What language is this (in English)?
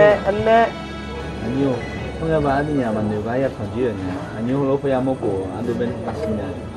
Akha